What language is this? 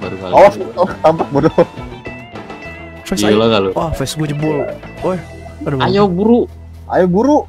Betawi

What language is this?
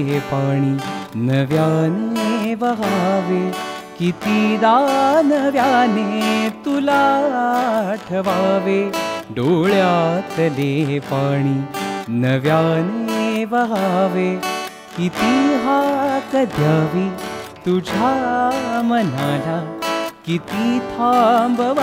Marathi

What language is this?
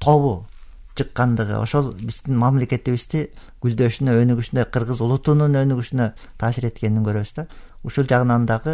Kyrgyz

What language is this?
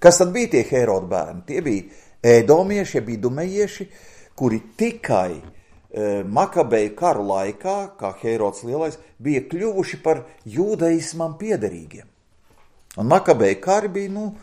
Latvian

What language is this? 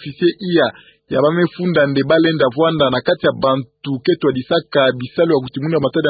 Kituba (Democratic Republic of Congo)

